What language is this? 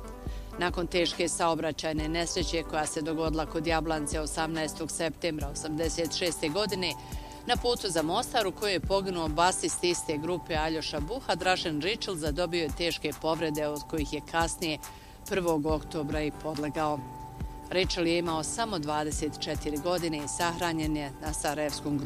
Bosnian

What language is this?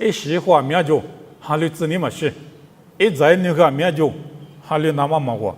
Lisu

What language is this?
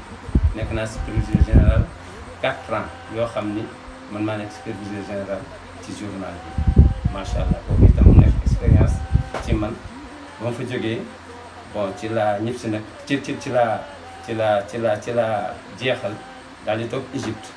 Wolof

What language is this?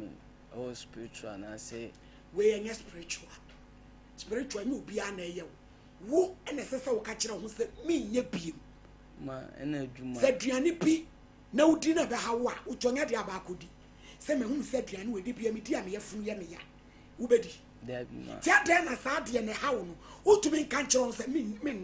Akan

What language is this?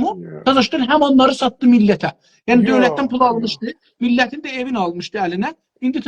South Azerbaijani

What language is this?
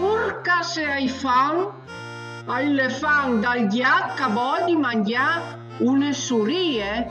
Friulian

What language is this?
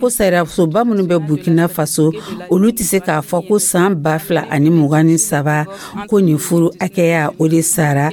Dyula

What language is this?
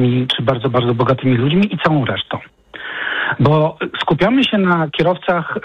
Polish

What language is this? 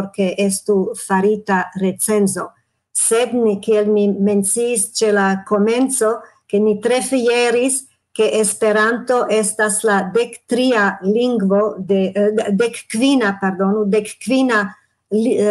Esperanto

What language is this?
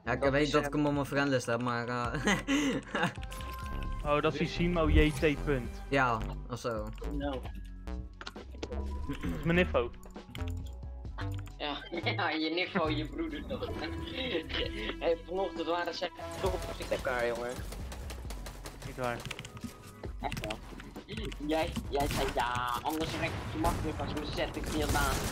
Dutch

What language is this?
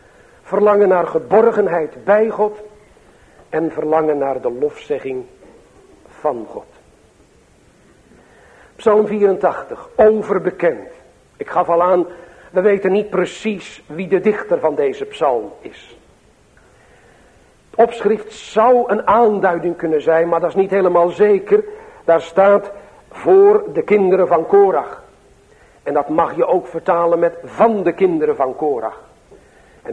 Dutch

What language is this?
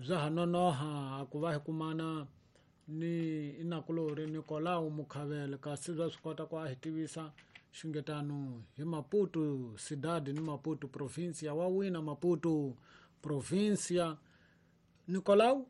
Tsonga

